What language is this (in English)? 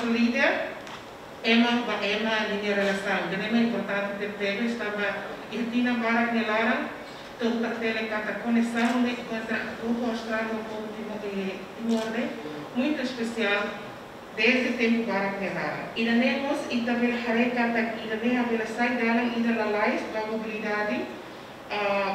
Tetum